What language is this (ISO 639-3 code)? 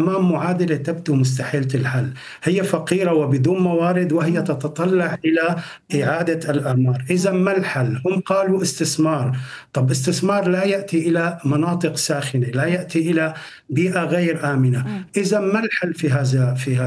ara